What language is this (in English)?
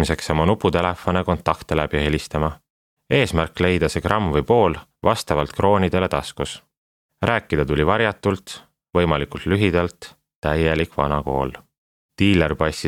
Estonian